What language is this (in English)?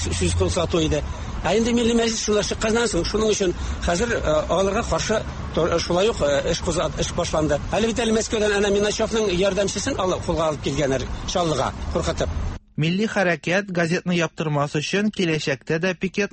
Tatar